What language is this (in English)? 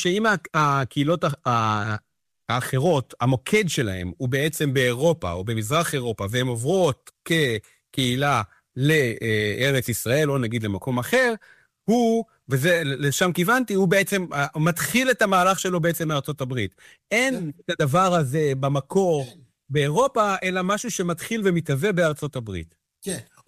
Hebrew